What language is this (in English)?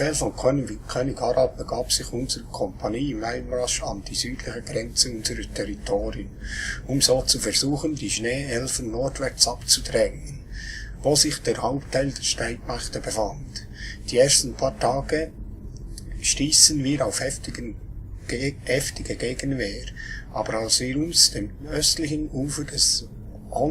Swiss German